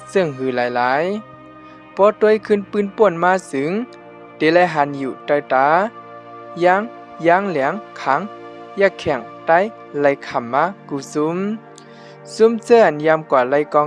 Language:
Shan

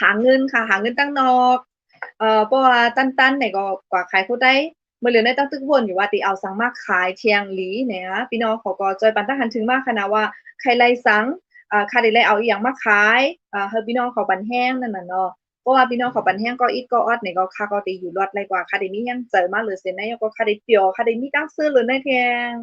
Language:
Shan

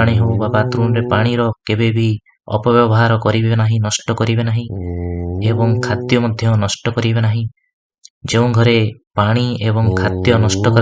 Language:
Odia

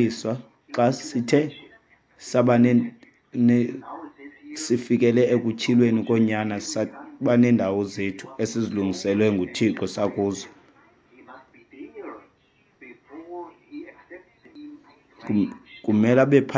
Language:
Xhosa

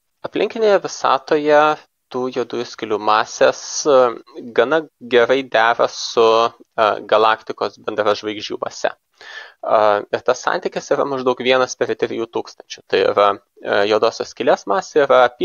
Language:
Lithuanian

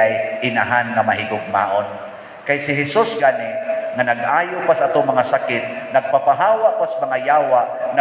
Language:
Cebuano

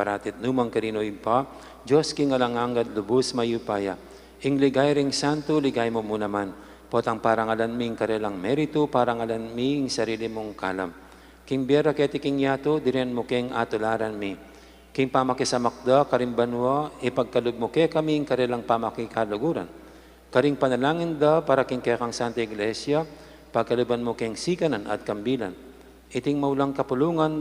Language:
Pampanga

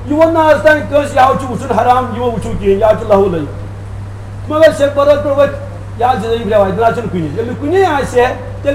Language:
Kashmiri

